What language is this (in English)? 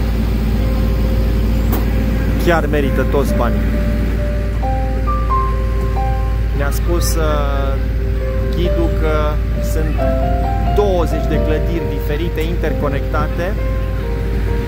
Romanian